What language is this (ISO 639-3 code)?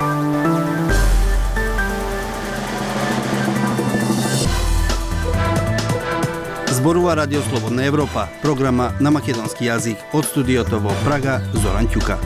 mkd